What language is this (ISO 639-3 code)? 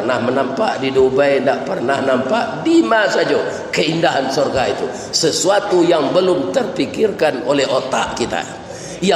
min